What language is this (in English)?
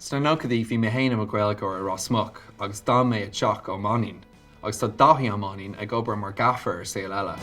Irish